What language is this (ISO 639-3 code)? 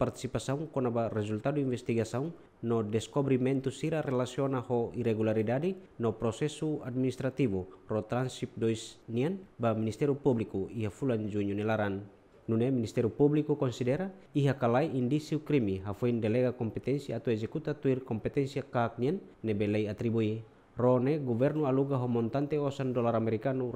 tet